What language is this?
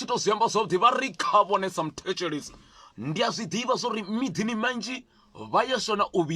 Venda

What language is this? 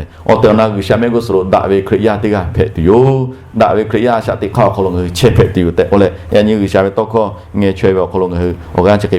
Lahu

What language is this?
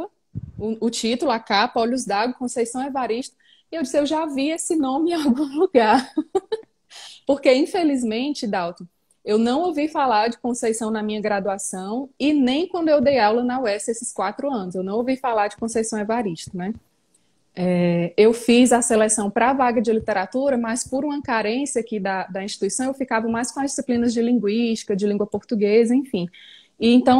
Portuguese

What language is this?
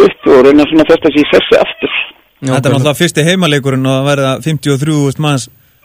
Icelandic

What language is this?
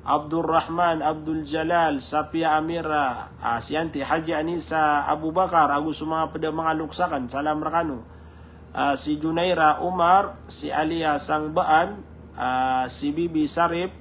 Maranao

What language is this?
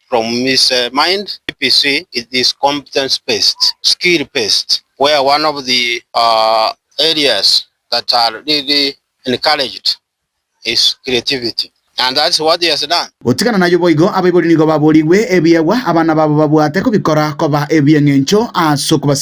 Gusii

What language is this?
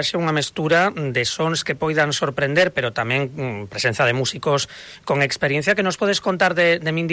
Galician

